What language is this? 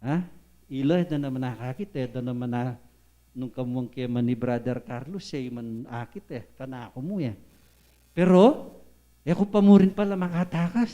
Pampanga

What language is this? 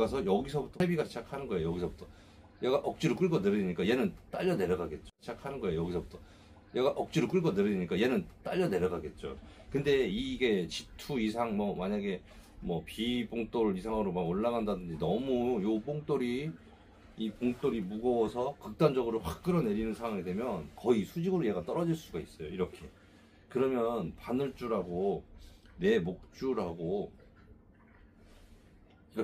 Korean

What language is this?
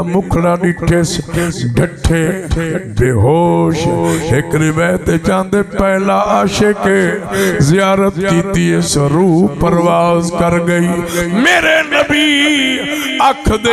Saraiki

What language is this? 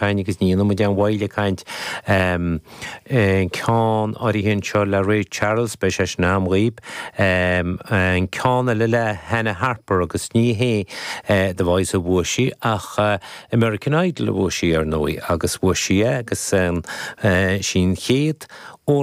Irish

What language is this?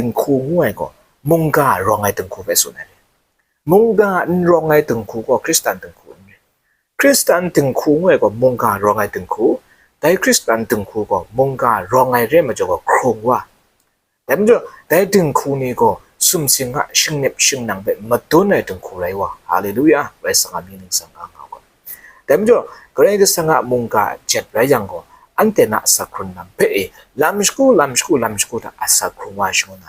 Kachin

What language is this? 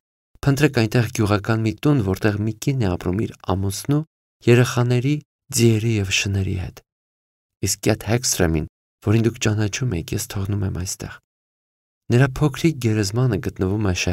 Armenian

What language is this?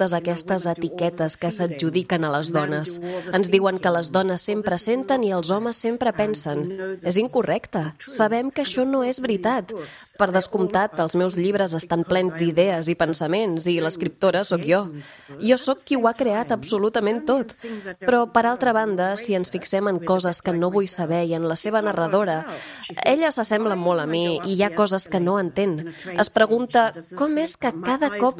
Catalan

